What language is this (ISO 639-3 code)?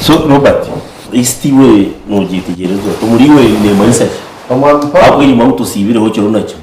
nyn